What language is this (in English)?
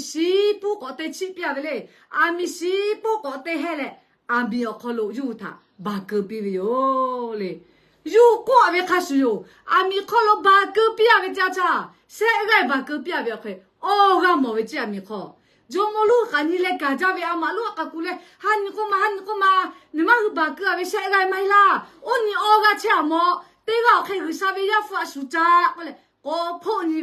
Lahu